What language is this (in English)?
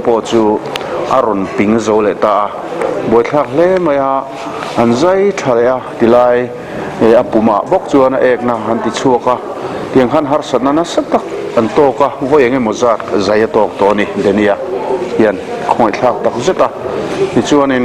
Mizo